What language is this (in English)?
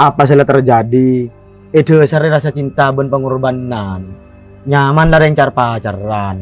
Madurese